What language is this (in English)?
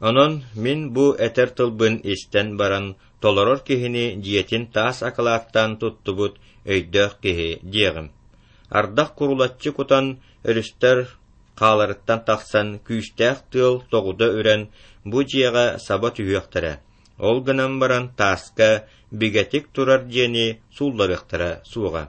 Yakut